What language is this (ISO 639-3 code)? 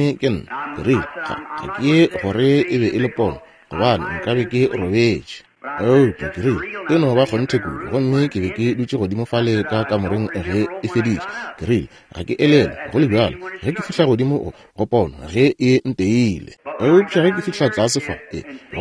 nso